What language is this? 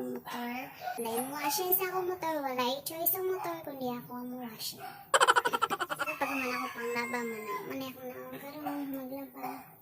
Cebuano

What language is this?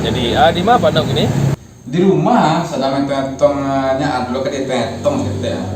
Minangkabau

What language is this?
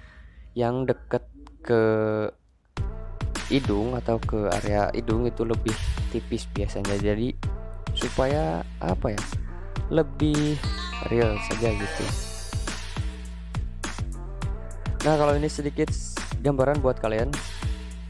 Indonesian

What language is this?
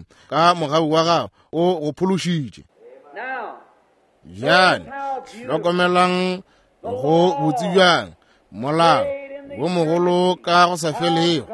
Northern Sotho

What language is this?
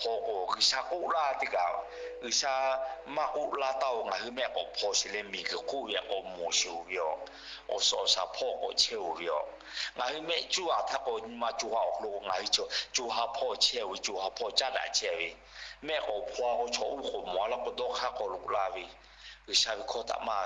Lahu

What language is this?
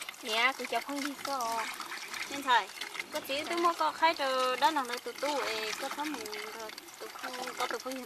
Hmong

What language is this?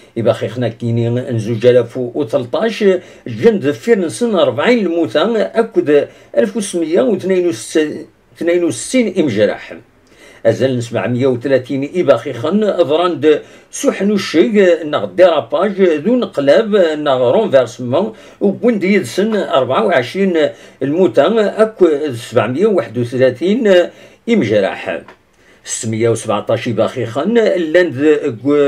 Kabyle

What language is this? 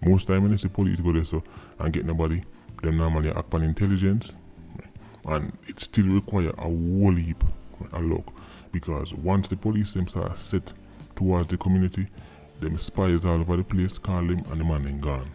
Jamaican Creole English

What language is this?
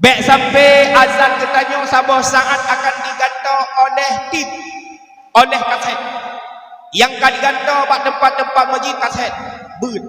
Achinese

